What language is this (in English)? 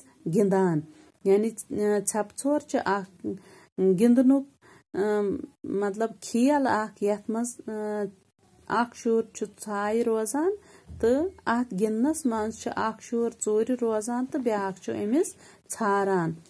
Kashmiri